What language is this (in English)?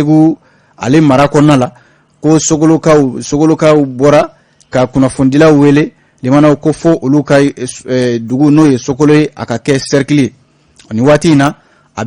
Bambara